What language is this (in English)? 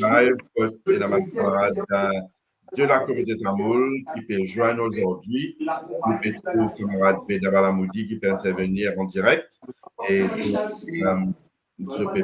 Morisyen